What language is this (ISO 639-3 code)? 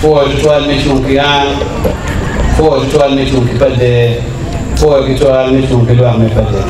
ach